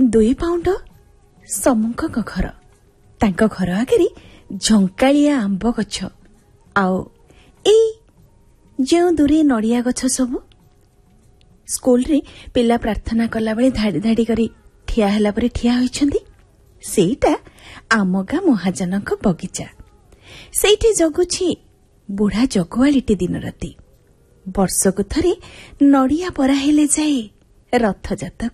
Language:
Odia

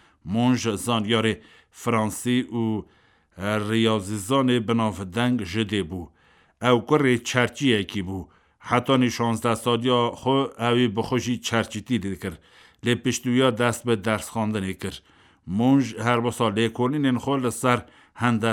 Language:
Kurdish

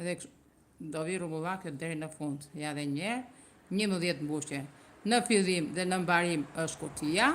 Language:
Albanian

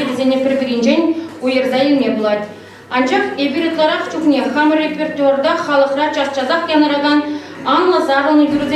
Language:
Chuvash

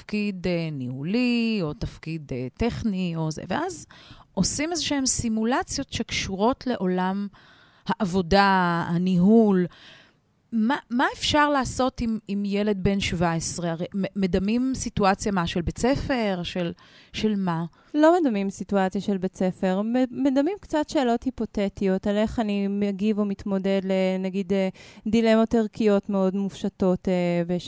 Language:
Hebrew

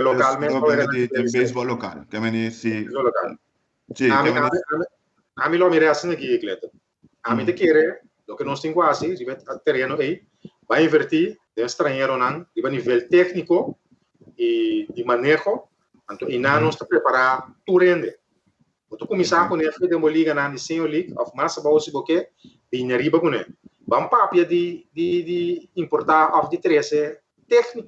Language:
Papiamento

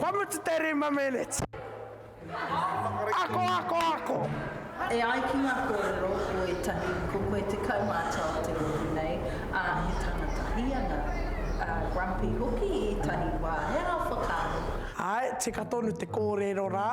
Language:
Māori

